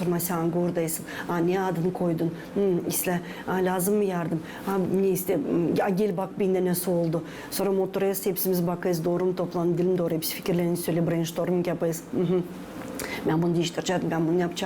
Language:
Gagauz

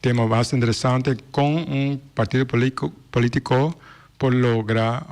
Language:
Papiamento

